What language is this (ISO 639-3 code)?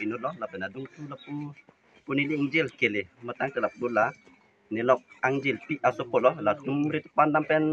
mjw